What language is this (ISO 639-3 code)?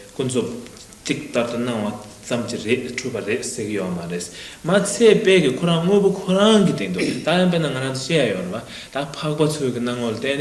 bod